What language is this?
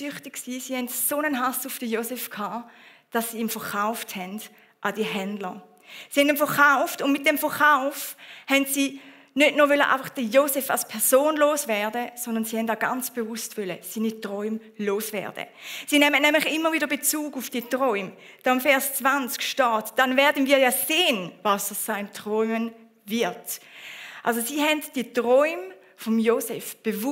Swiss German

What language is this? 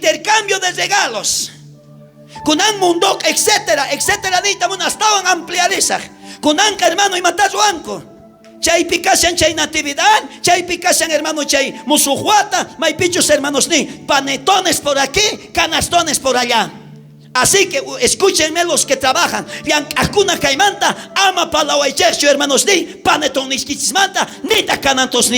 South Bolivian Quechua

